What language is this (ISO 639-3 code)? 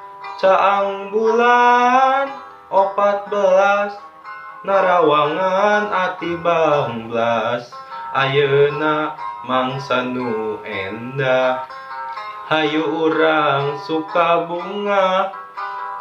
sun